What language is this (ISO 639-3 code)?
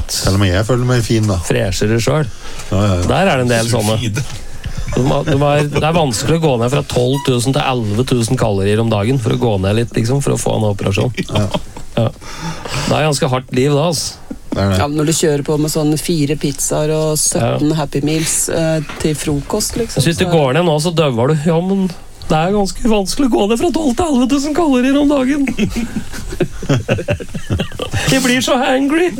nor